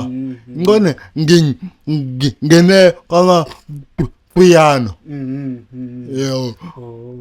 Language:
Zulu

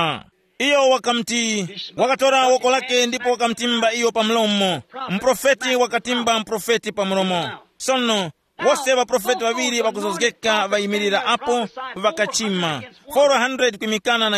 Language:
Tumbuka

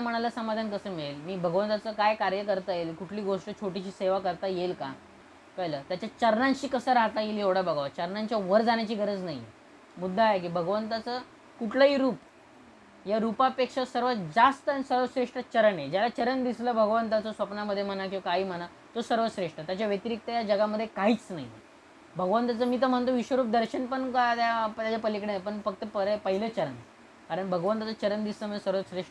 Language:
Marathi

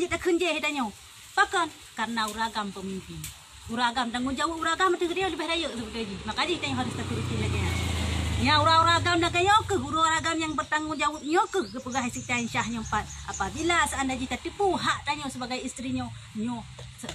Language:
Achinese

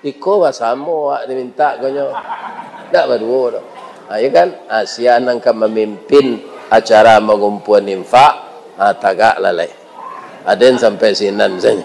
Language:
Minangkabau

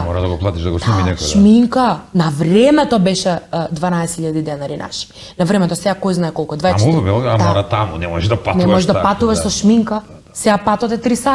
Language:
Macedonian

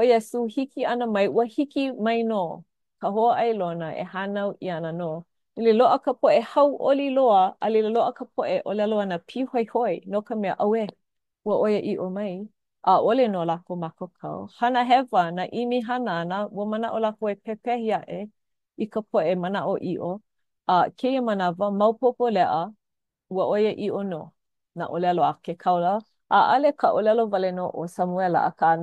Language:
Hawaiian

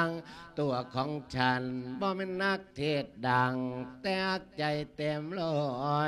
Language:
Lao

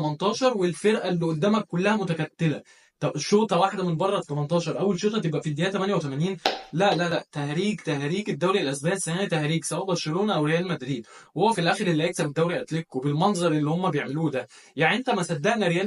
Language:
Egyptian Arabic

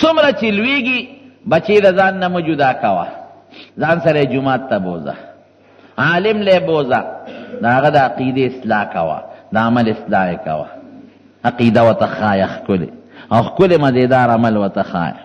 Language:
Pashto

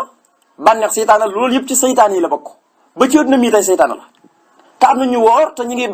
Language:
Wolof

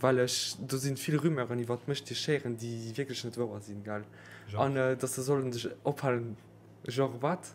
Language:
Luxembourgish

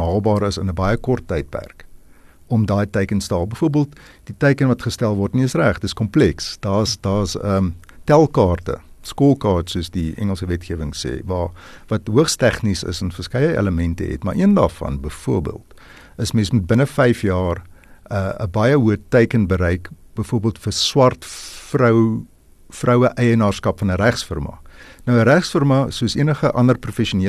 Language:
Afrikaans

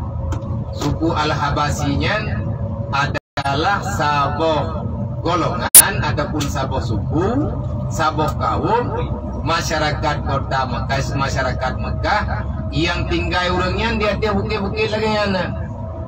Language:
Achinese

